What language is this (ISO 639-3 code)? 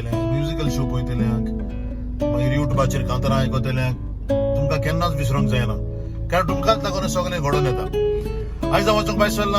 kok